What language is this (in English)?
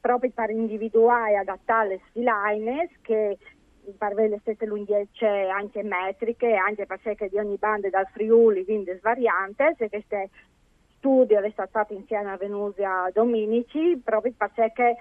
Friulian